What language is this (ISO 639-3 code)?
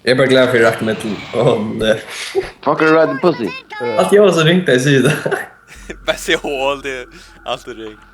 fao